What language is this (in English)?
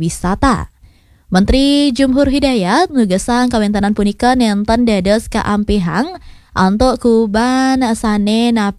Balinese